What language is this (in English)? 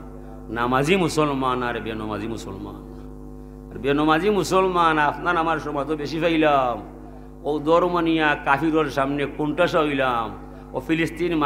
Sylheti